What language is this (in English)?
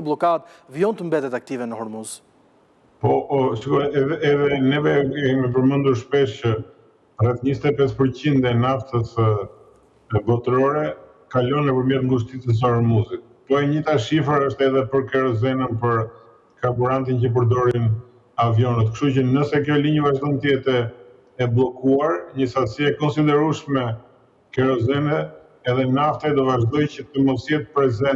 Albanian